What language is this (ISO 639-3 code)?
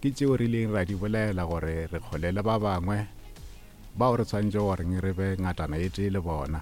nso